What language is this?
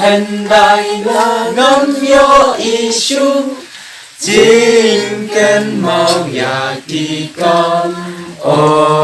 Khasi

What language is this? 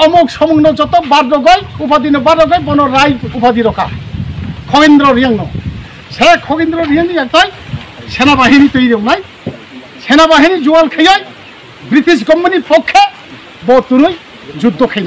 Riang (India)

